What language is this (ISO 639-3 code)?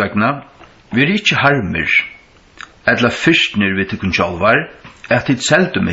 fao